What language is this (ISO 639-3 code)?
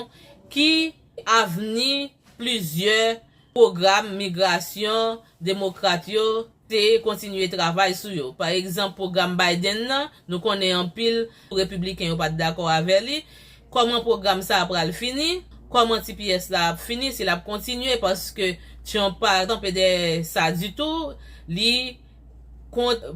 hat